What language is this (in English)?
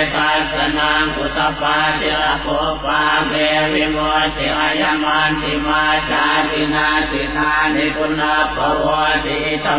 Pali